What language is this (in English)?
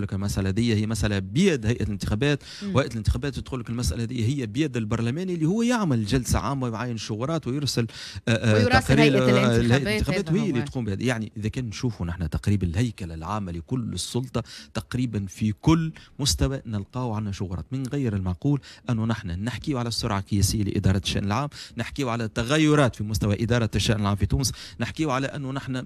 Tunisian Arabic